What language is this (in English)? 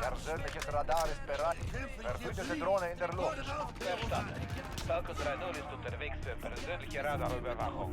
Swiss German